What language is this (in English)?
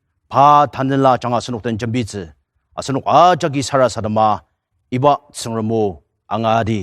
Ao Naga